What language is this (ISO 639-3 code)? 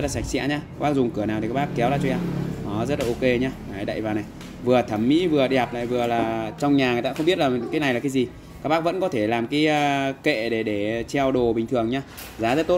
vie